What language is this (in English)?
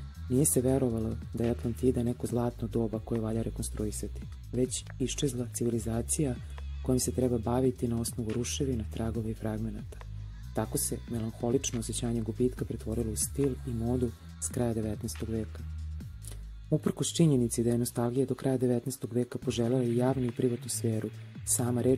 Serbian